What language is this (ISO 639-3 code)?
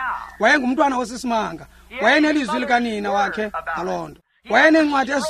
xho